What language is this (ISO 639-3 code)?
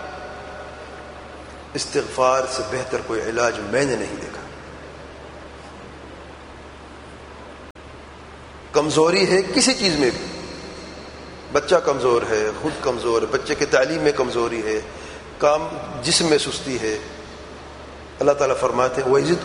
urd